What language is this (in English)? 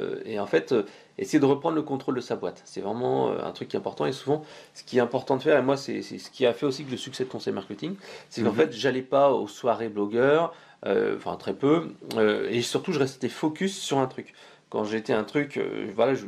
French